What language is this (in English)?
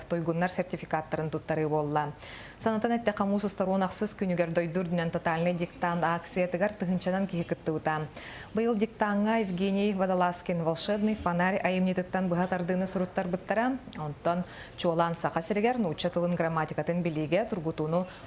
Yakut